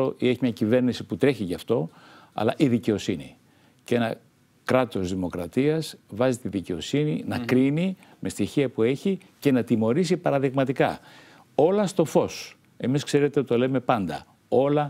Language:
Greek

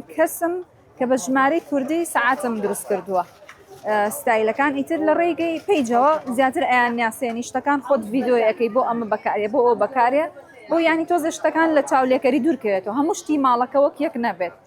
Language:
Central Kurdish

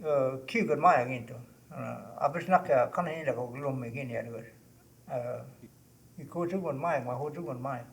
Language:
Choctaw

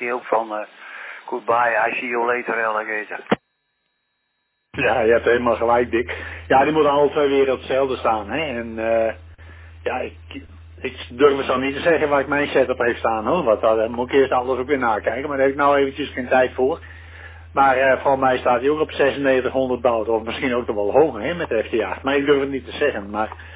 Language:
Dutch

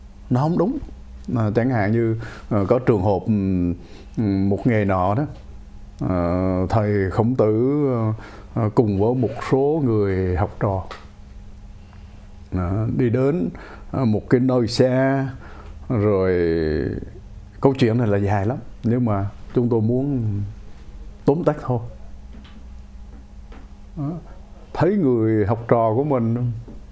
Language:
Vietnamese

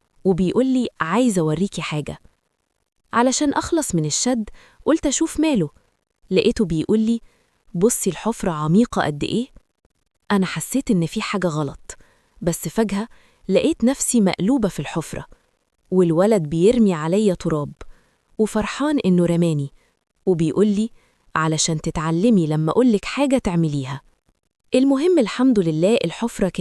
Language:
Egyptian Arabic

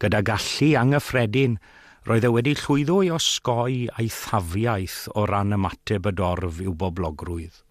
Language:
Welsh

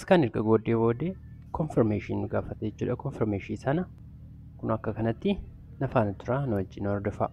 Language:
Oromo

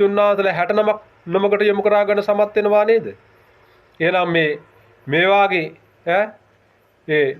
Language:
Sinhala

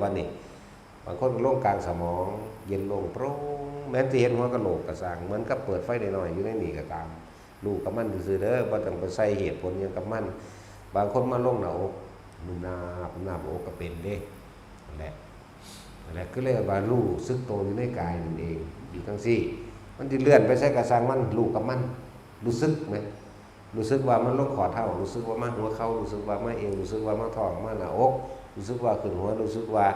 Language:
Northeastern Thai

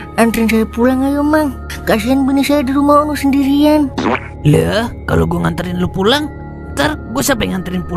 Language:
Betawi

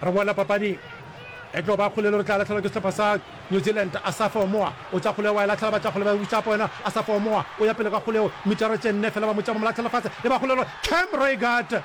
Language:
Northern Sotho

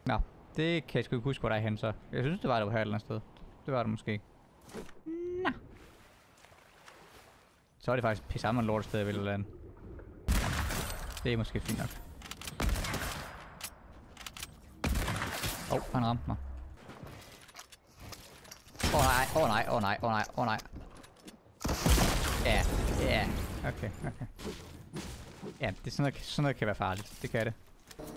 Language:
Danish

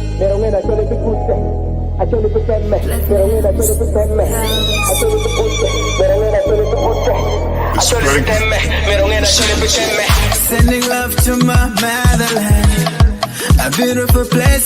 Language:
Acoli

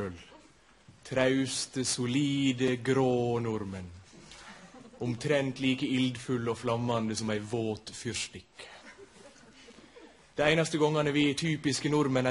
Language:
Norwegian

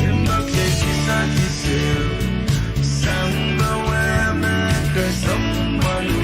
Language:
Pohnpeian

